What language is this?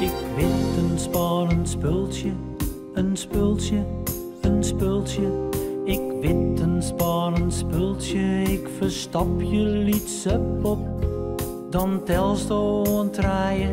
Western Frisian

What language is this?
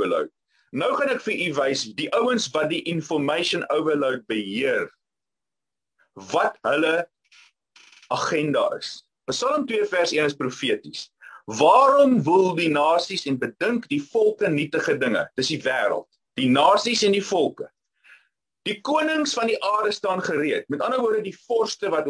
Afrikaans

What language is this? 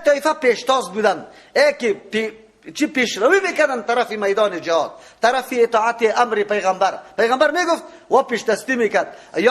Persian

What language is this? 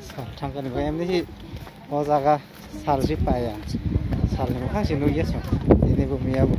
Kok Borok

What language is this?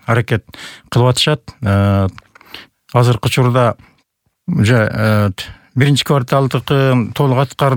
Kyrgyz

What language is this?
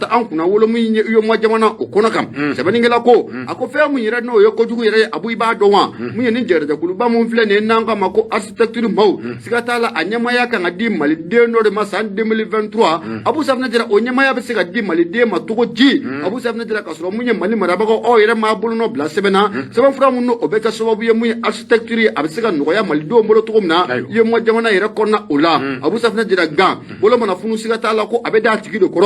Bambara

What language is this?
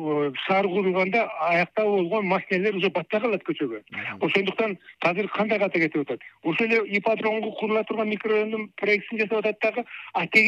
Kyrgyz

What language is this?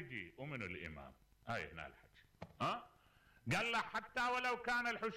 Mesopotamian Arabic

